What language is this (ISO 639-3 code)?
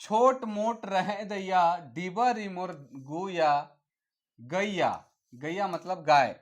sck